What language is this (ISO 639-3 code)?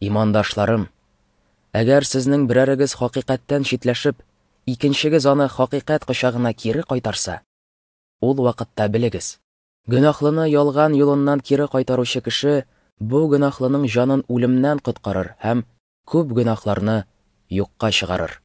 tat